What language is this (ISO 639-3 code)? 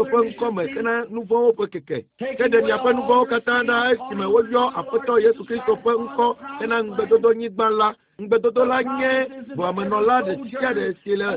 ewe